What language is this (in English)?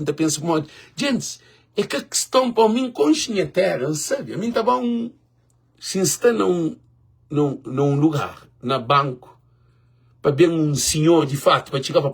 Kabuverdianu